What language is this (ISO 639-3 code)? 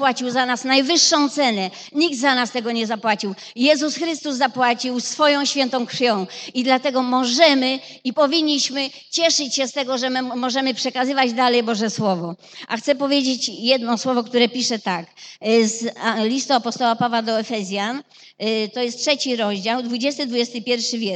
pol